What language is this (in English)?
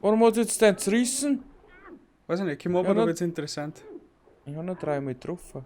Bavarian